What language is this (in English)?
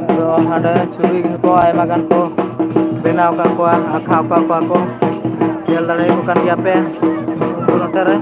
Santali